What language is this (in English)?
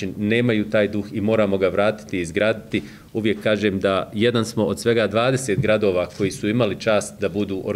Bosnian